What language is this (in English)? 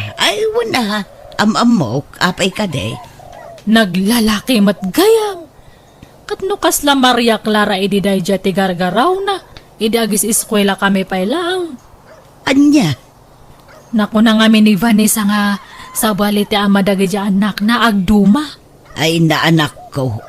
Iloko